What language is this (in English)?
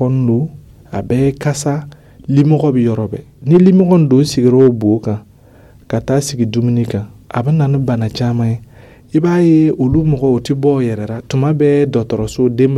Dyula